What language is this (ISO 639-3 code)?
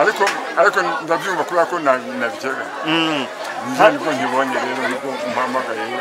kin